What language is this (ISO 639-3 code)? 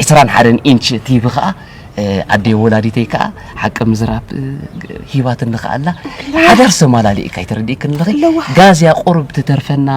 tir